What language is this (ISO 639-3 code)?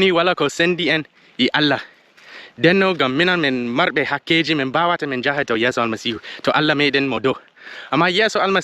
ful